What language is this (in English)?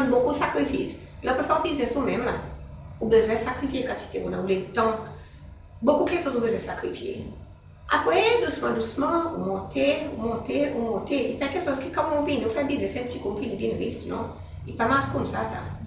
Seselwa Creole French